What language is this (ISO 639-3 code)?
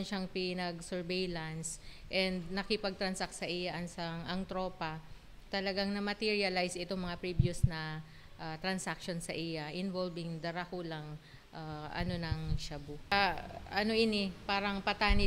bik